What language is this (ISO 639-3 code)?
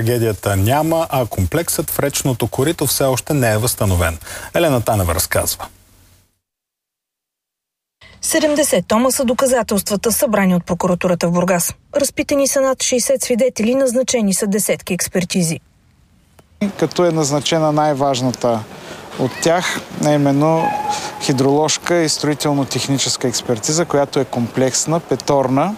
bul